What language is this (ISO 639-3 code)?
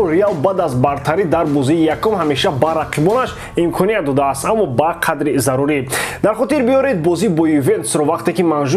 tgk